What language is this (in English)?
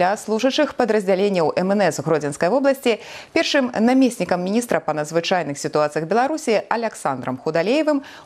Belarusian